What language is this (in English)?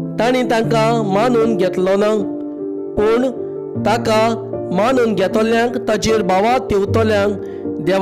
Konkani